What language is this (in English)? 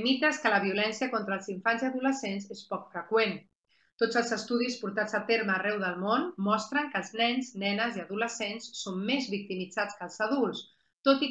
Catalan